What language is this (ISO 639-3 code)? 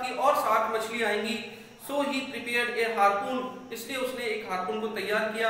hin